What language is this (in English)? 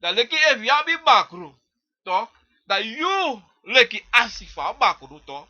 Sranan Tongo